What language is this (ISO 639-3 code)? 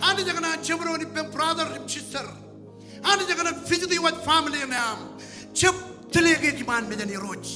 mah